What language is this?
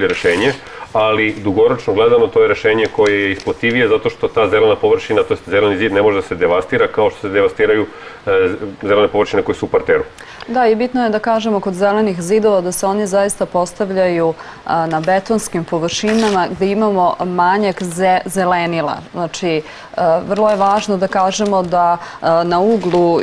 Serbian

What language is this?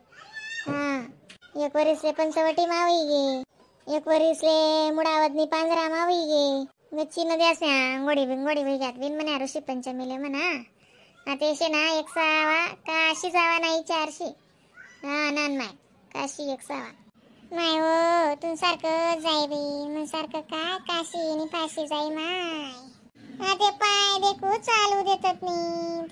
Khandesi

